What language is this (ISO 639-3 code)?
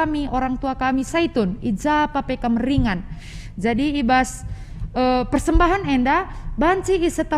btx